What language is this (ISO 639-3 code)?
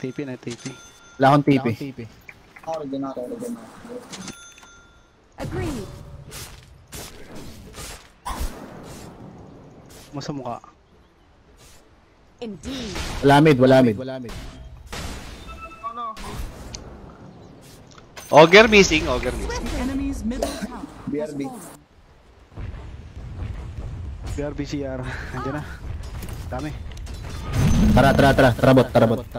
fil